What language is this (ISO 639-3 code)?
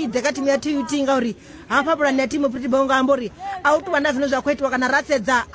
ven